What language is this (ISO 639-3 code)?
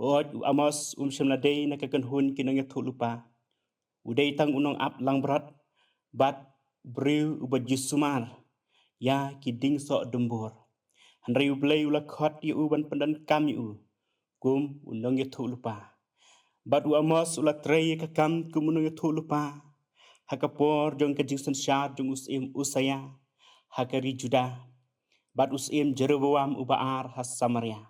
kha